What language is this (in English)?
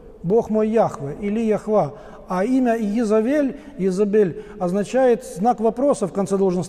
Russian